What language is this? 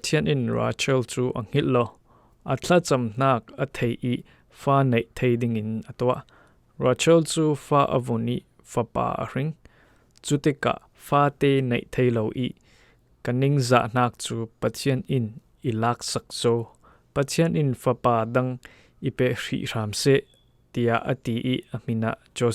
Falam Chin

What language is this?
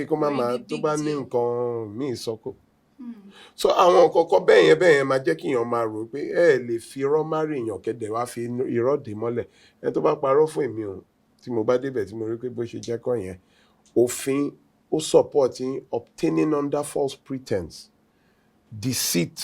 Yoruba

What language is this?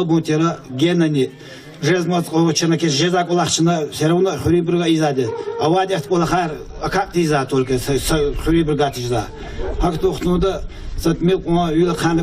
Lezghian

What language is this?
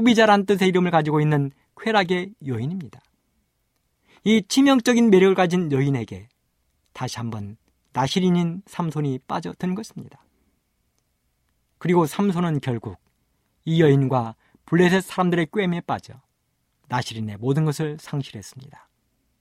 Korean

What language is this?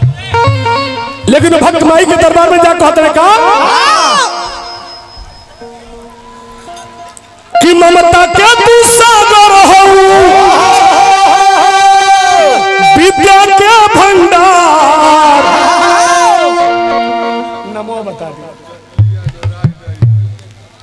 Bhojpuri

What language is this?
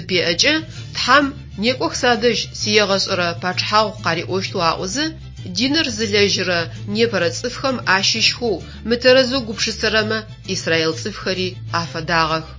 Adyghe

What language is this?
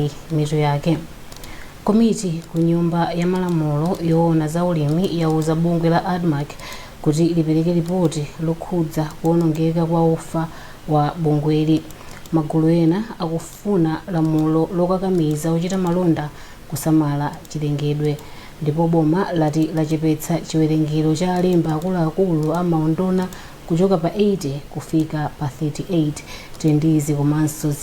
Nyanja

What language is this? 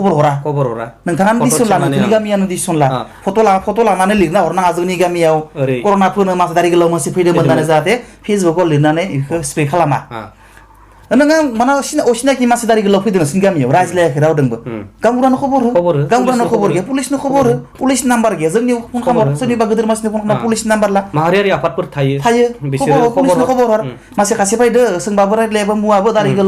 Bodo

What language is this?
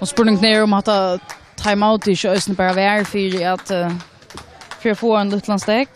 Faroese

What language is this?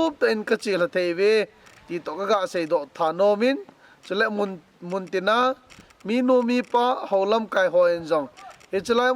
Thado Chin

